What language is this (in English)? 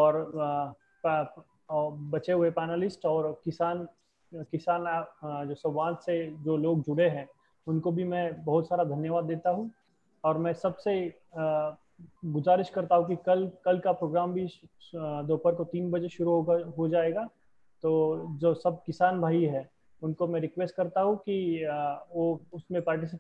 Hindi